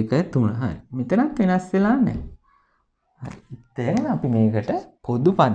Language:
Sinhala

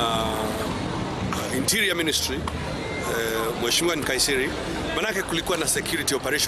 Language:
Meru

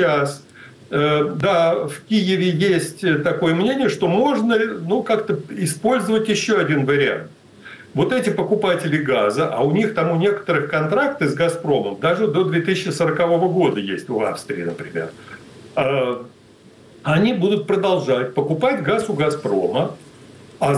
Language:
Russian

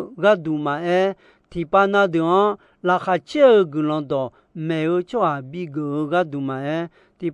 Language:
Akha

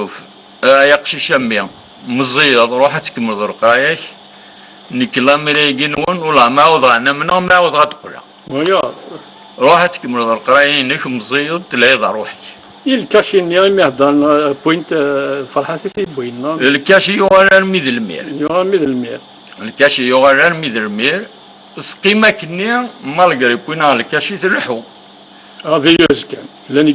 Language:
Kabyle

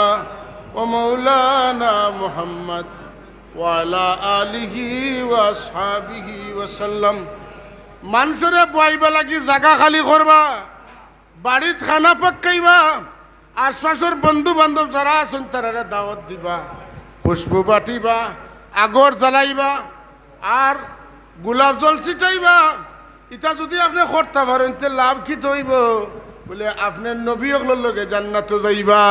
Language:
Sylheti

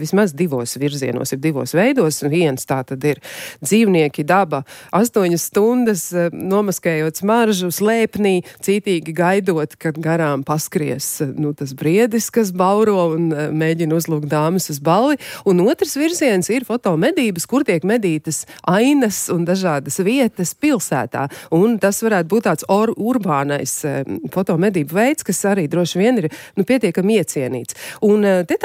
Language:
Latvian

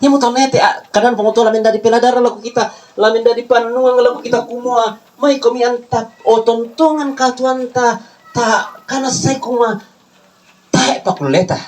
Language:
Toraja-Sa'dan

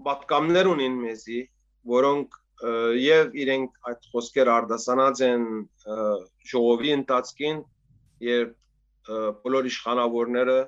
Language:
Western Armenian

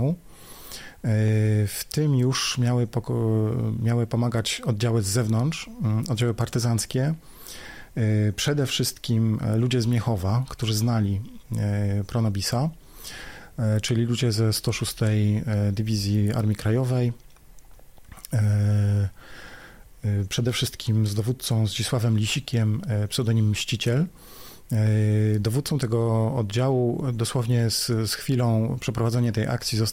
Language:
Polish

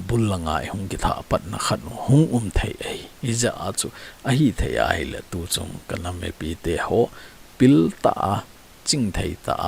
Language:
Thado Chin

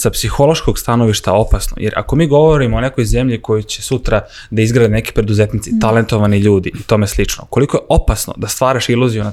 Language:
Serbian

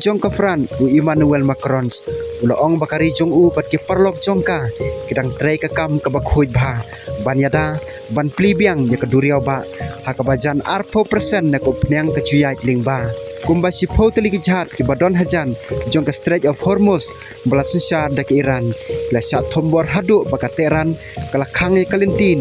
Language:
Khasi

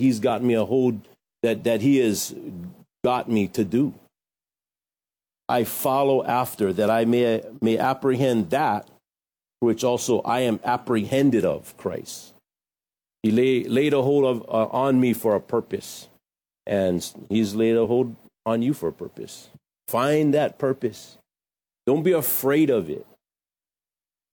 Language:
English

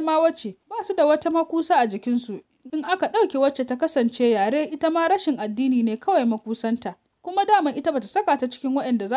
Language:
Hausa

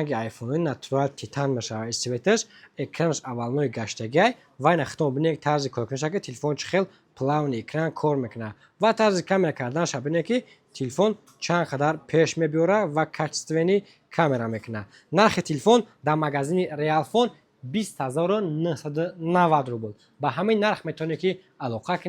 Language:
Tajik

